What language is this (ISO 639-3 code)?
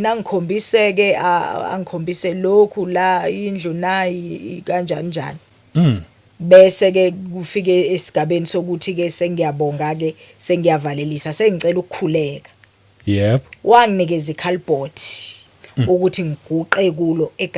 zul